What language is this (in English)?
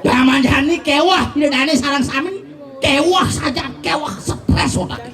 Balinese